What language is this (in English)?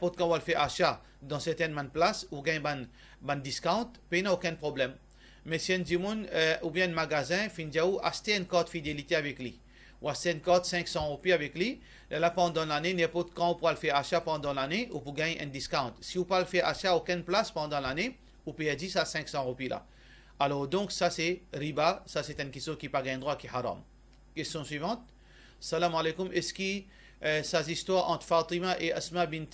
Morisyen